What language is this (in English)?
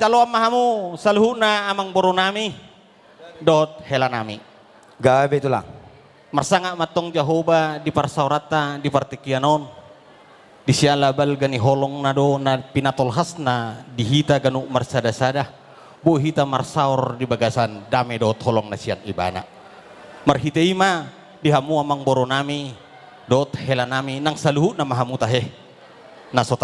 Batak Toba